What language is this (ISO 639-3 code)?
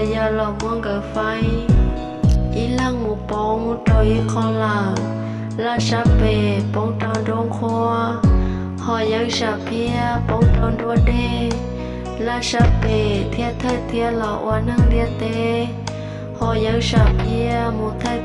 hmn